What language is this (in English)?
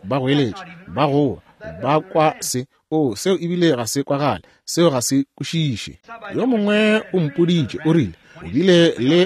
Northern Sotho